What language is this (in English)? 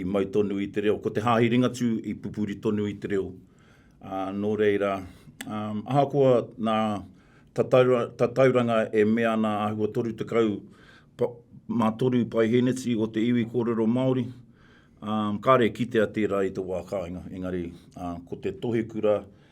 Māori